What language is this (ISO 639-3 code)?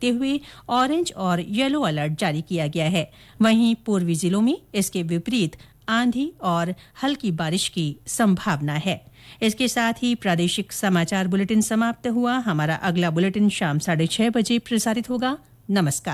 hin